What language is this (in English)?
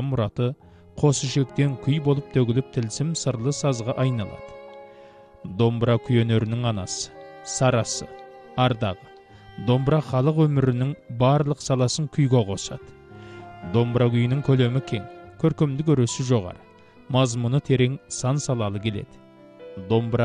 Kazakh